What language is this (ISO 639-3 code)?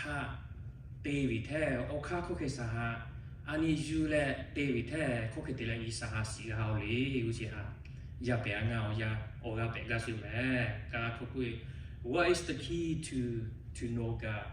lhu